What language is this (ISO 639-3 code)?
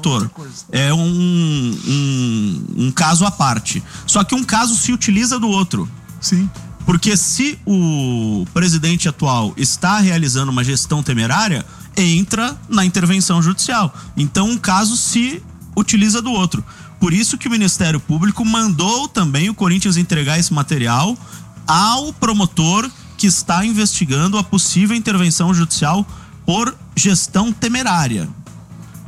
por